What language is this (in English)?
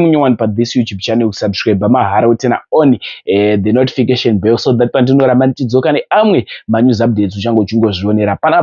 Shona